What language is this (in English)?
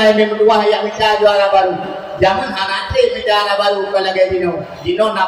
Achinese